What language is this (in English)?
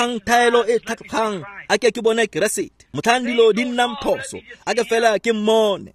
Tswana